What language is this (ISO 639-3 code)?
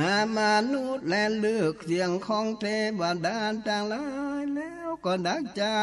nod